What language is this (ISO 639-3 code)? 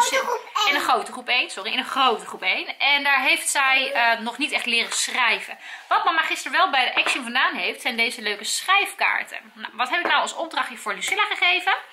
nld